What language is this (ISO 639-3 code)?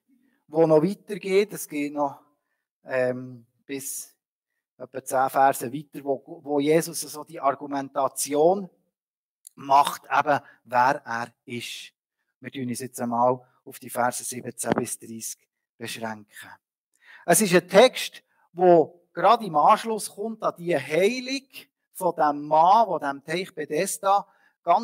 gsw